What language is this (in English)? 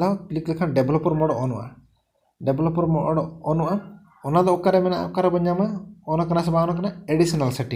Santali